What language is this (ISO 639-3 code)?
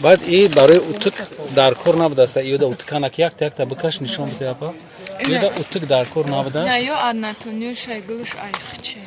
tgk